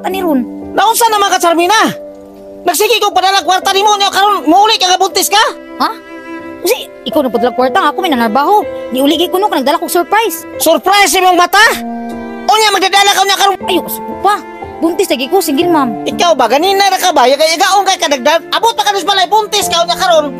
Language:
Cebuano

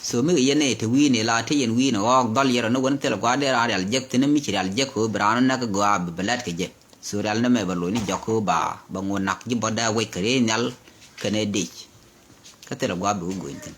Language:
Nuer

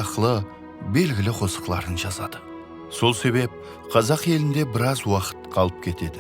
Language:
Kara-Kalpak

